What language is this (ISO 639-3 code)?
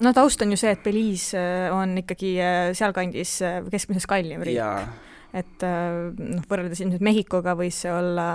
est